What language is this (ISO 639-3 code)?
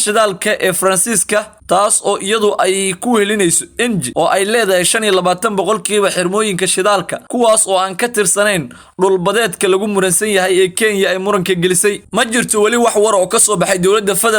som